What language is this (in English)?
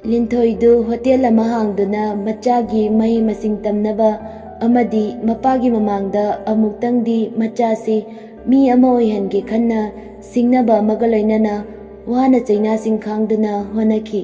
Manipuri